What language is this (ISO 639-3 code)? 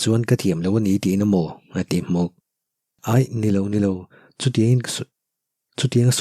lus